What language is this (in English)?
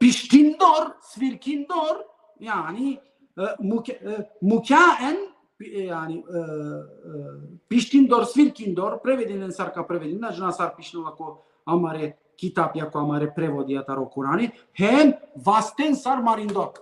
Balkan Romani